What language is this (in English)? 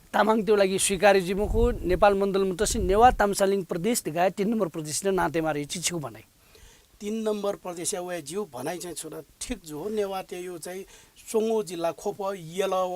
Newari